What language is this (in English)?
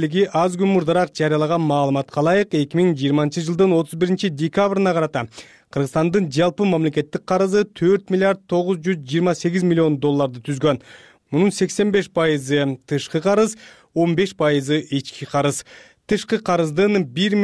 Kyrgyz